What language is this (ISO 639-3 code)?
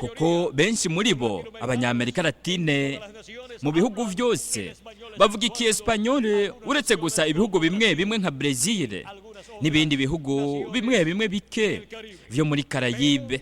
run